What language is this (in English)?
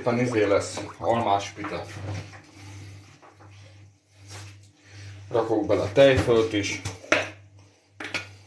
Hungarian